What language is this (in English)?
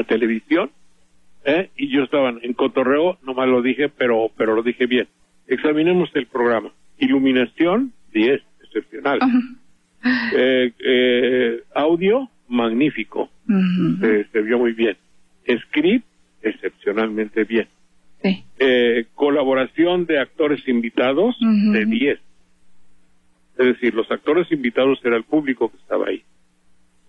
Spanish